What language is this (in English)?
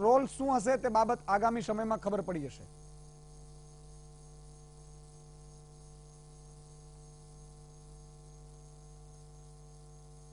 Gujarati